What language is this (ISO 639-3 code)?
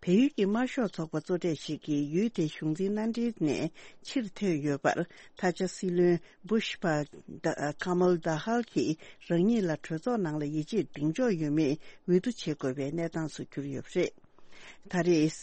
bod